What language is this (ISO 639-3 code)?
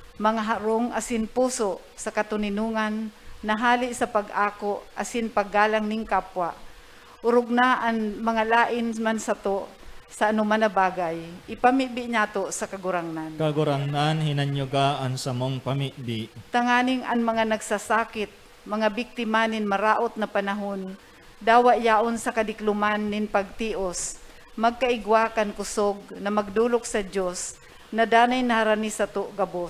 bik